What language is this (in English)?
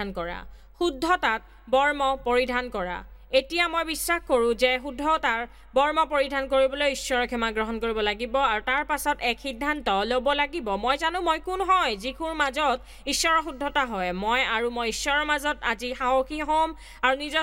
Assamese